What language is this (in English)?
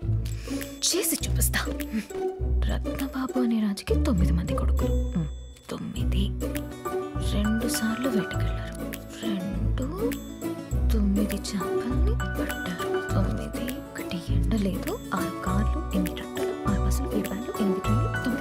Telugu